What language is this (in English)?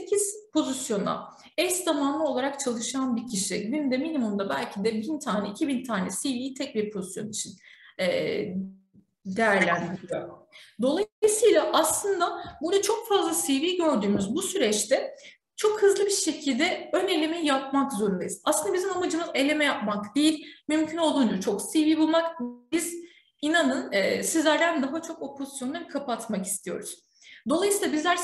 Turkish